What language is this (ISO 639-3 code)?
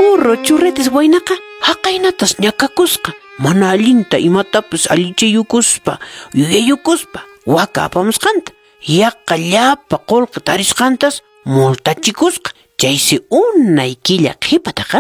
que